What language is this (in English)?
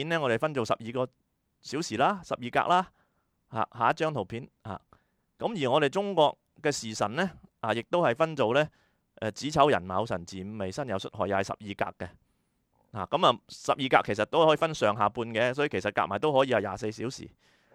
Cantonese